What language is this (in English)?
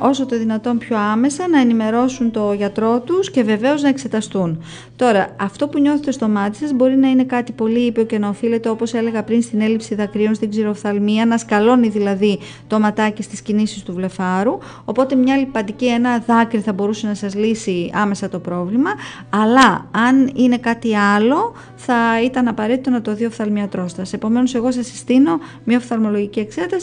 Greek